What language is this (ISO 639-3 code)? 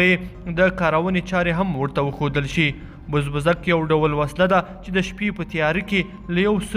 pus